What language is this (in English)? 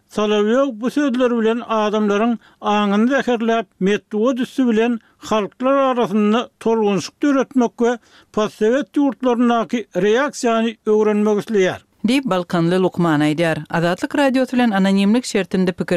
Turkmen